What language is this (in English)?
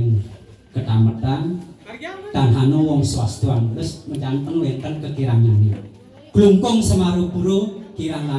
Balinese